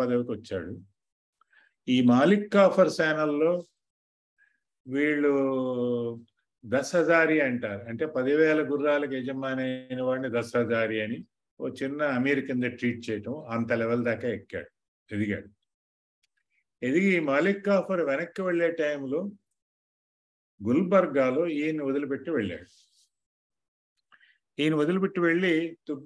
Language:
Telugu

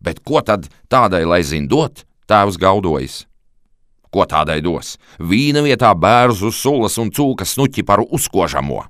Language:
Latvian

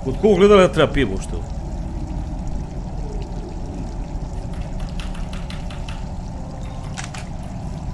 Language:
Croatian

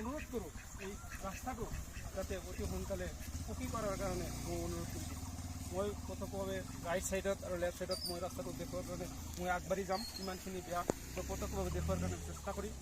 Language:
Assamese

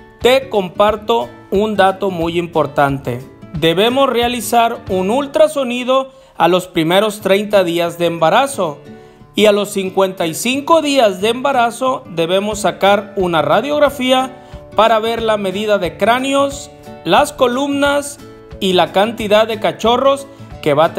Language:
Spanish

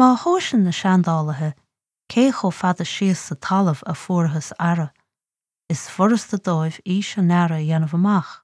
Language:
Irish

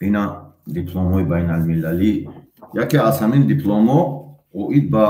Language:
Tajik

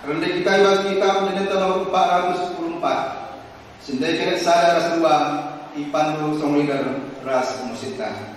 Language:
Batak Karo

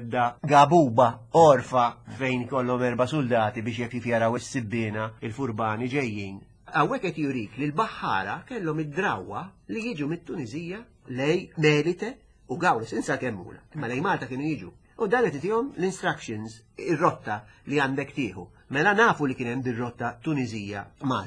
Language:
Maltese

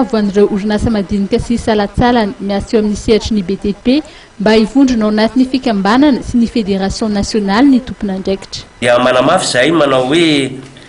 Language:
Malagasy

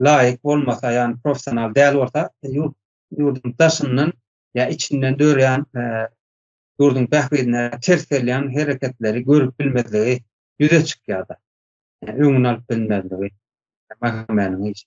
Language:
Turkmen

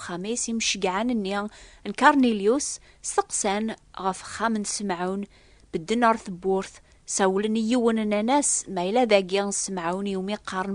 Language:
Kabyle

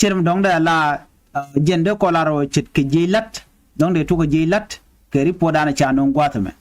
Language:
Nuer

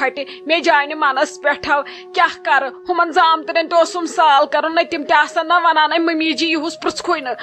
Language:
Kashmiri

